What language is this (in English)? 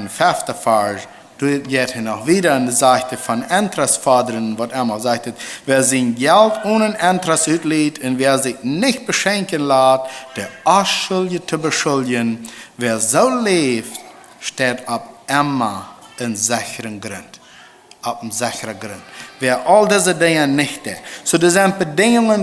Plautdietsch